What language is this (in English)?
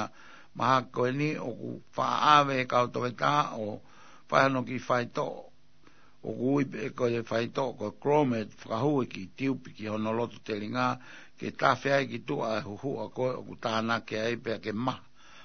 Tongan